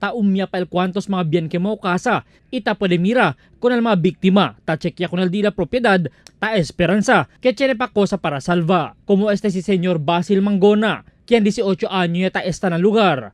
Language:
Chavacano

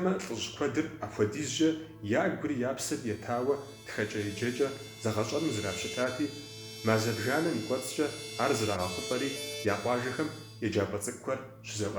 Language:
Kabardian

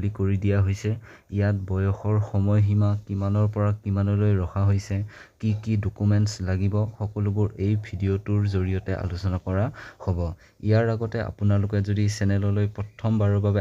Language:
Assamese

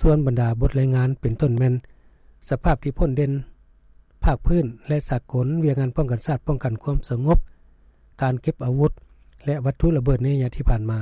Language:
Lao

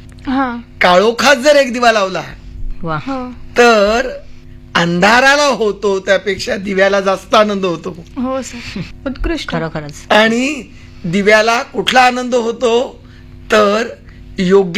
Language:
Marathi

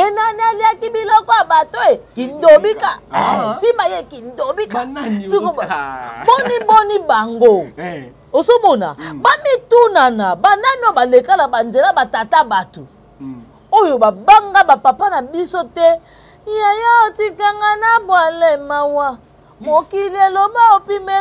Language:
Lingala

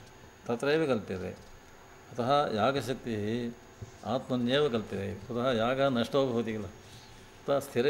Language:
Sanskrit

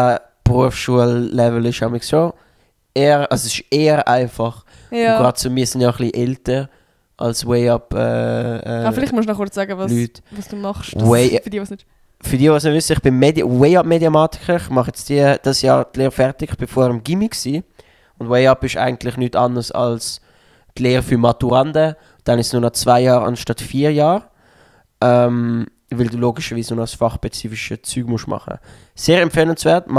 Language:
Swiss German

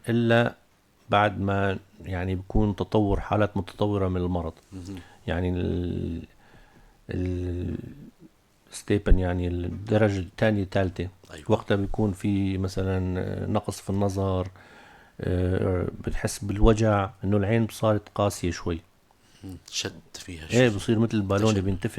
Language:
North Levantine Arabic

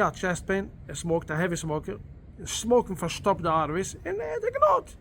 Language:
Yiddish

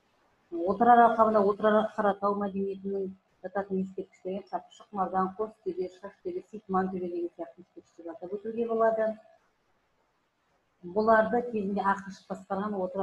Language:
Kazakh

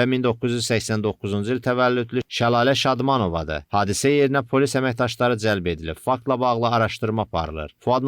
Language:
Azerbaijani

